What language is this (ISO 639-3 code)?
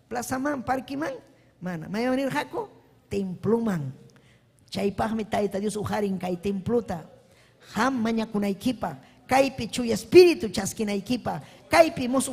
quy